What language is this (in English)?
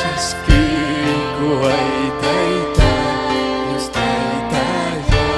Ayacucho Quechua